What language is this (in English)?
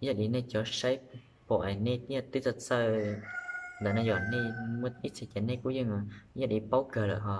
Hmong